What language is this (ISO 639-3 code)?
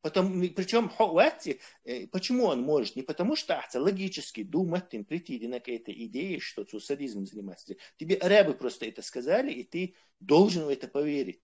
che